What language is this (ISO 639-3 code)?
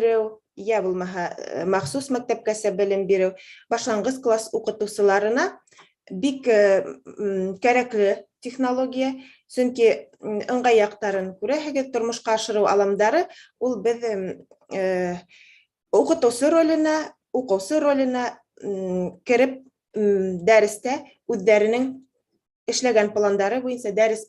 bak